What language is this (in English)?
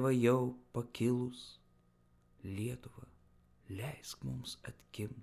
Lithuanian